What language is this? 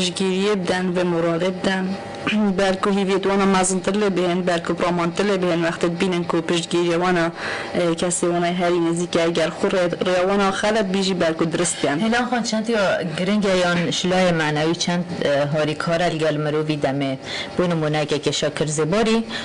Kurdish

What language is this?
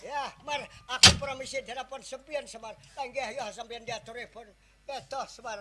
Banjar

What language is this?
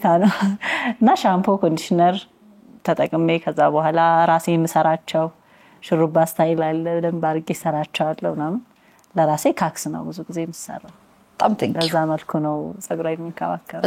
Amharic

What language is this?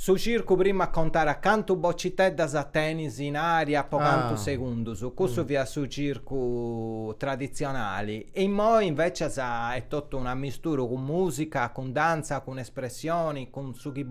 Sardinian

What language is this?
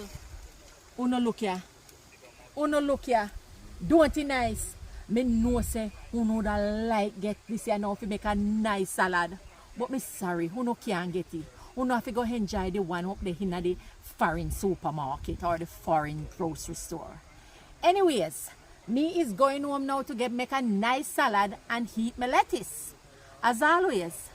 Jamaican Creole English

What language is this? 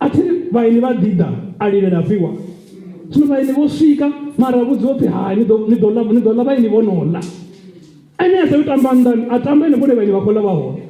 Venda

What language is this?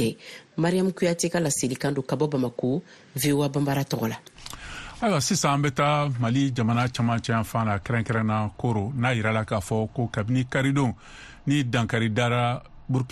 Bambara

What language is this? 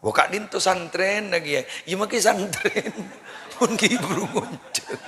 Madurese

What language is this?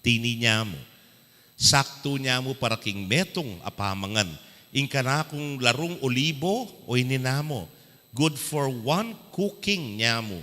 Pampanga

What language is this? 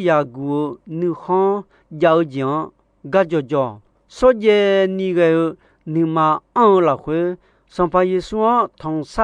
Akha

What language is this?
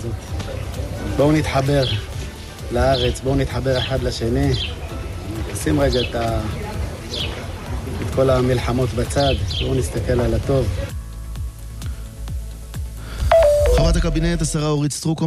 Hebrew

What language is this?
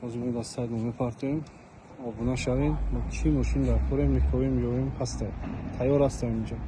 Tajik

